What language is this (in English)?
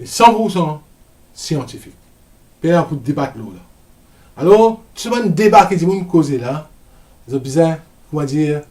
Morisyen